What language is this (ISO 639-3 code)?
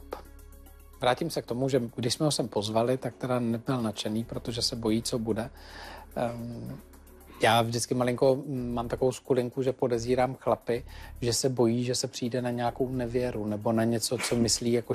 ces